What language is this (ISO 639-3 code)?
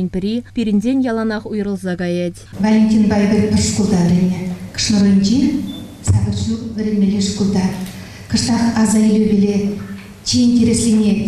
chv